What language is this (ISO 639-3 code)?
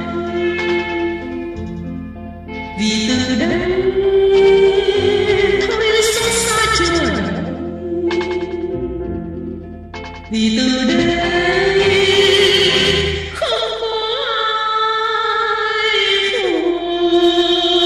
vie